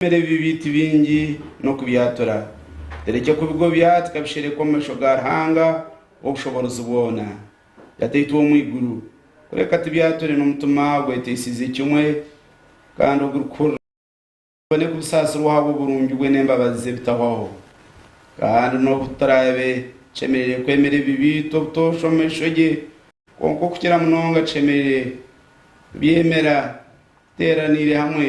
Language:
Nyankole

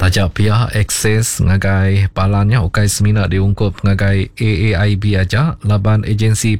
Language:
Iban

